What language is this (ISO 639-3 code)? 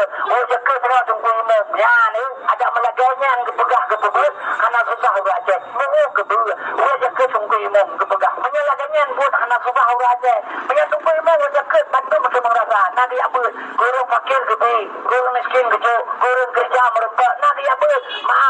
ace